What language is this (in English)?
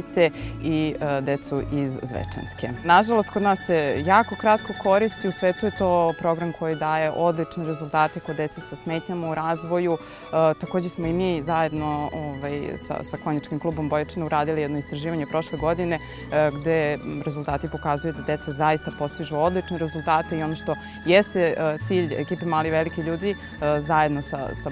Serbian